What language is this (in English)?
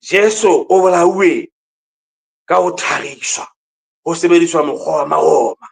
Southern Sotho